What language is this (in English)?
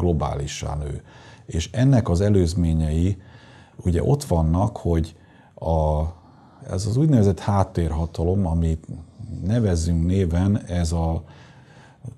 Hungarian